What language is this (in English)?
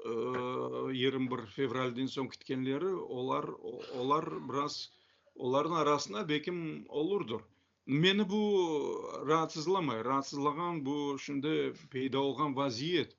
Crimean Tatar